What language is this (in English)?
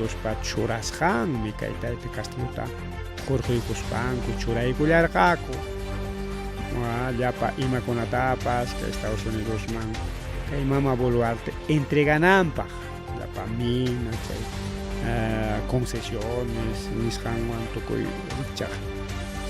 Ayacucho Quechua